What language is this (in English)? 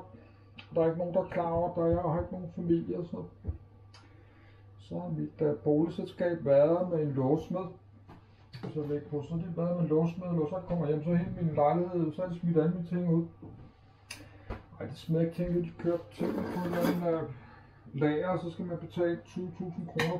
Danish